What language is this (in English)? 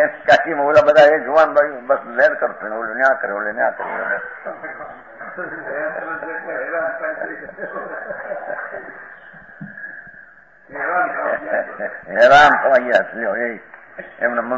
Gujarati